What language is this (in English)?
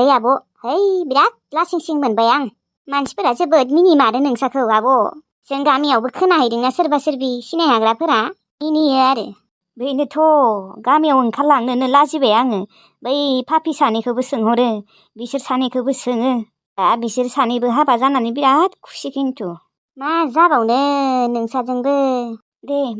Bodo